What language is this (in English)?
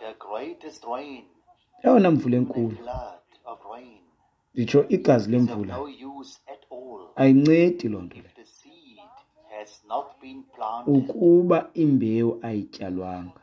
Xhosa